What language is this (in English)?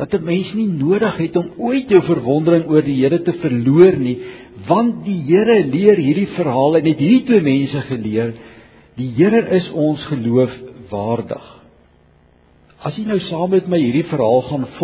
Afrikaans